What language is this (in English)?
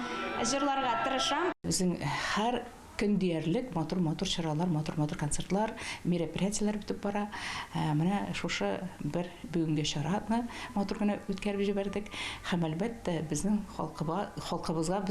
Tatar